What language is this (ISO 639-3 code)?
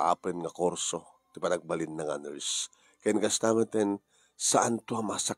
ilo